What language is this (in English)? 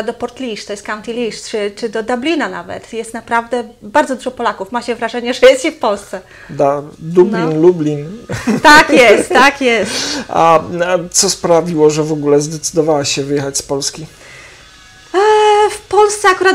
Polish